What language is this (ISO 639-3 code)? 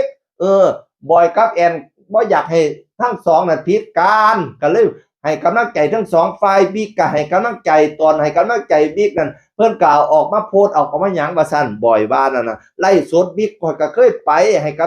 tts